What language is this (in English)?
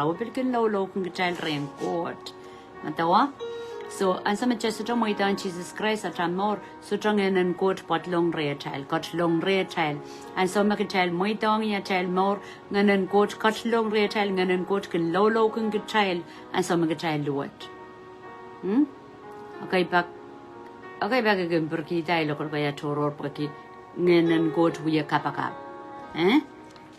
Pohnpeian